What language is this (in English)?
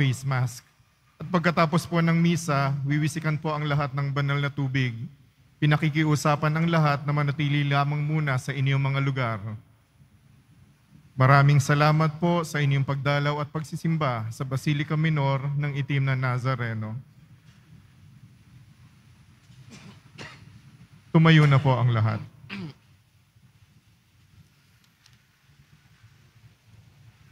Filipino